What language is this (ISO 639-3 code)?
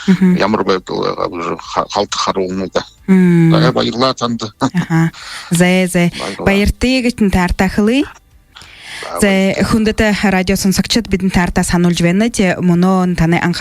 bua